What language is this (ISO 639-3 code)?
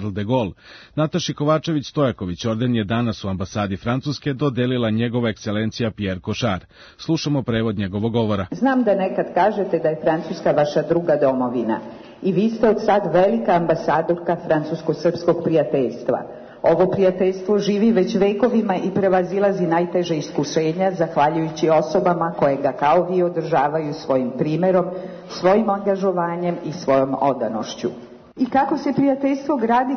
srp